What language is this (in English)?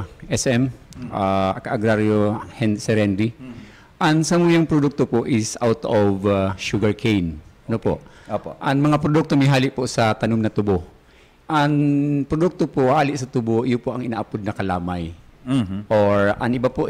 Bikol